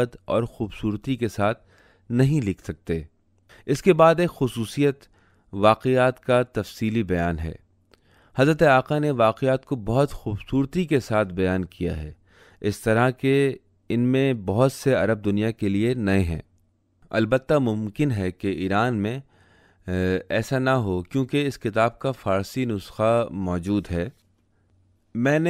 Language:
Urdu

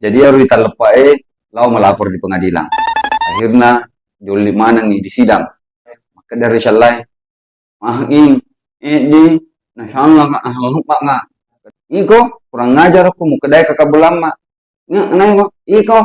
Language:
Buginese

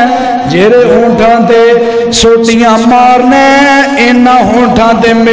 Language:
Western Panjabi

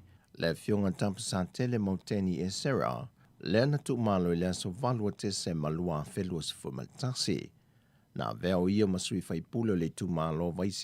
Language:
Samoan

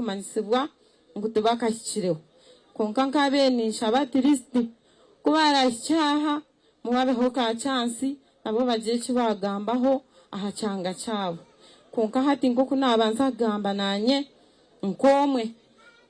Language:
Nyankole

